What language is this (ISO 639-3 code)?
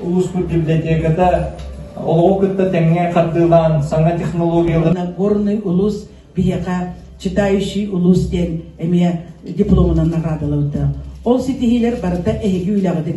sah